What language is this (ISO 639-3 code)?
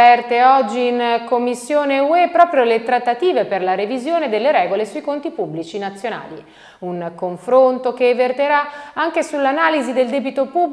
ita